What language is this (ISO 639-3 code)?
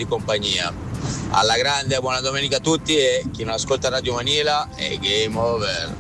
ita